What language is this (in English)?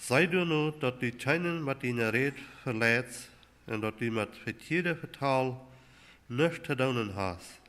Plautdietsch